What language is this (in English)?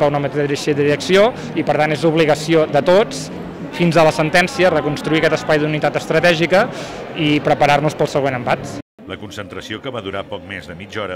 Catalan